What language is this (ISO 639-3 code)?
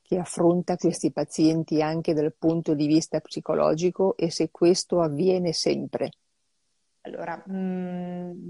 ita